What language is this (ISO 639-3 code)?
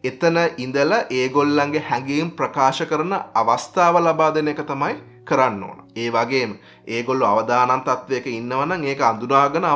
sin